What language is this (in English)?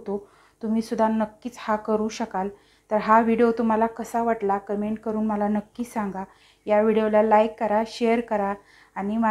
Marathi